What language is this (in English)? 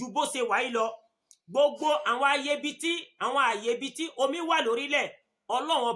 Yoruba